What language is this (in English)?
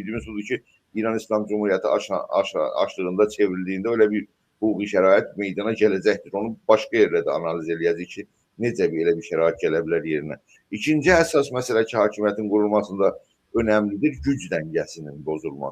South Azerbaijani